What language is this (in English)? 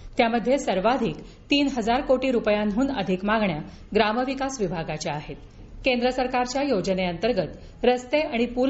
Marathi